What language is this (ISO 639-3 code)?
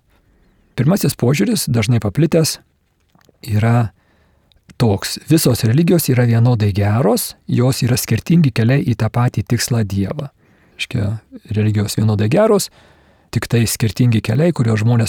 lit